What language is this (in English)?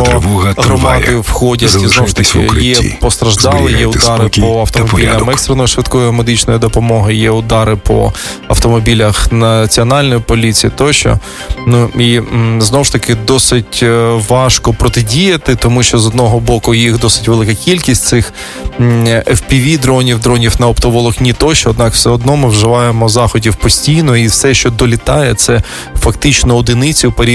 Ukrainian